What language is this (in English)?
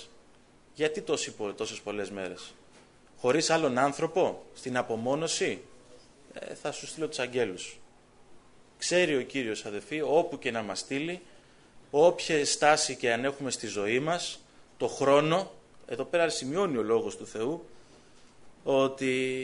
Greek